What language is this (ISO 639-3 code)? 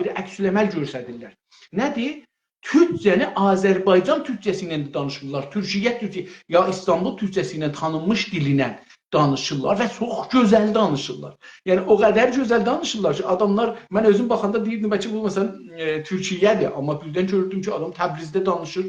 azb